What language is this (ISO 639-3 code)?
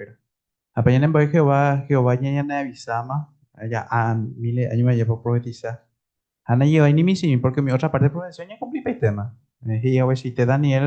grn